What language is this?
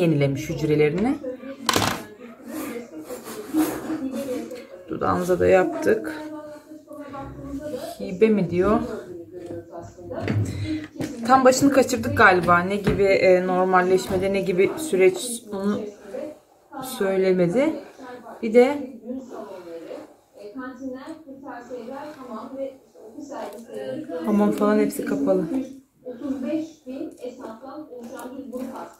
Turkish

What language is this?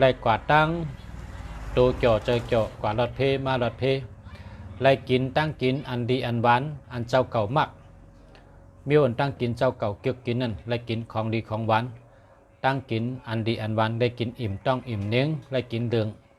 Shan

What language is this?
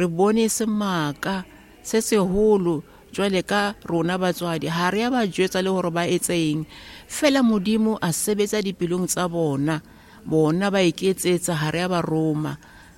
Southern Sotho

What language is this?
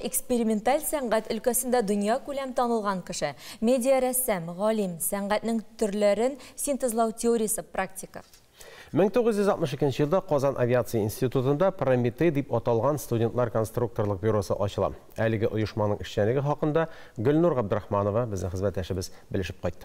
Tatar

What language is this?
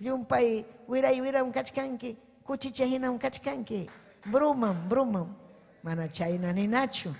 Ayacucho Quechua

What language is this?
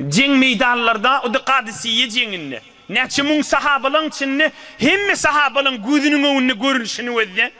Turkmen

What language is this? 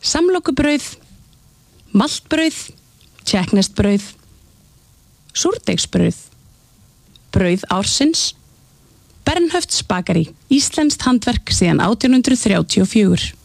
Icelandic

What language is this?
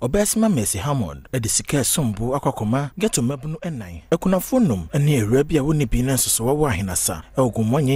Akan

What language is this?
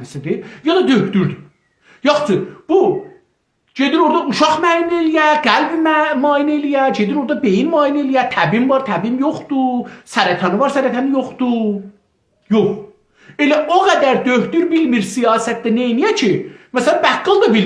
South Azerbaijani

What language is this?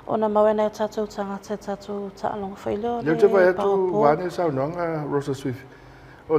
Samoan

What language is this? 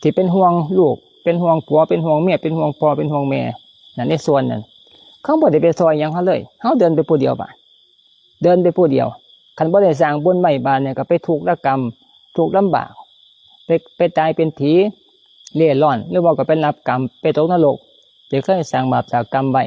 Lao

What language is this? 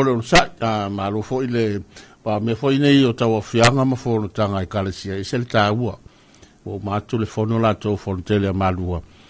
Samoan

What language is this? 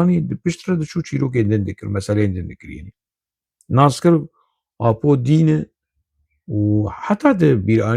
Kurdish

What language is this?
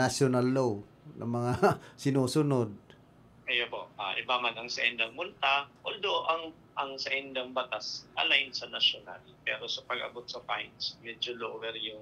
Bikol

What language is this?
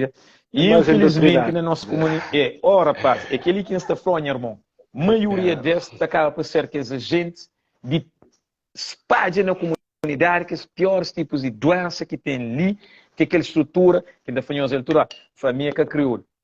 Kabuverdianu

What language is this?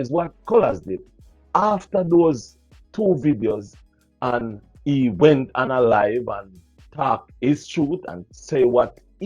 Jamaican Creole English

